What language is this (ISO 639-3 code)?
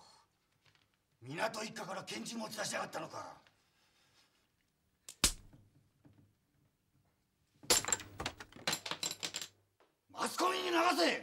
jpn